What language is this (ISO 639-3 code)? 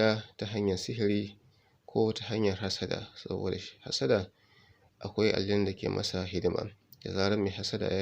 hau